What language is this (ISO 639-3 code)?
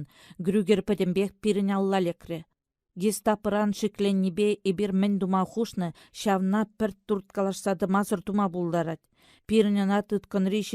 chv